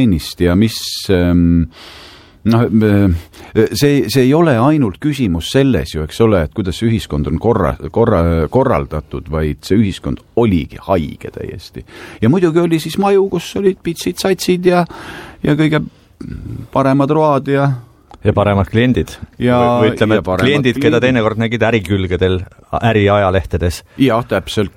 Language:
Estonian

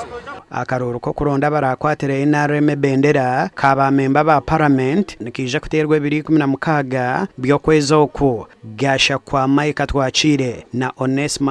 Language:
Nyankole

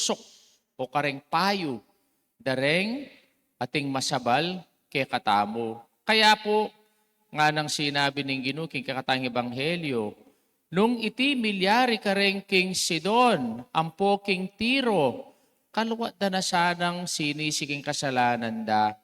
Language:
Pampanga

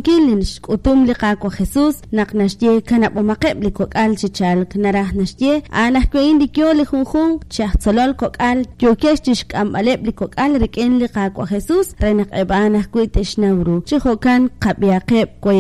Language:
Kekchí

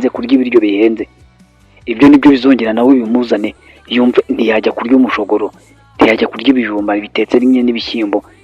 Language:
Kinyarwanda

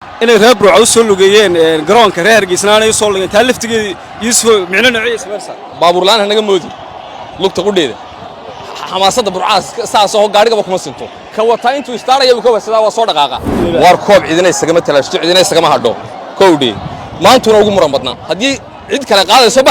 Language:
Somali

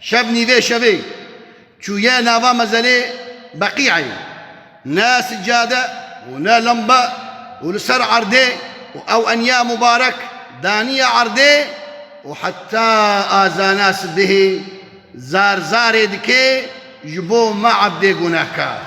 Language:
Kurdish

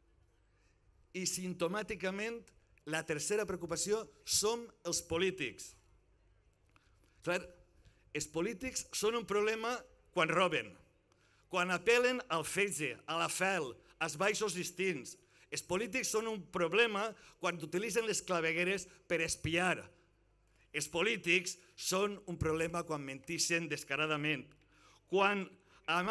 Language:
Catalan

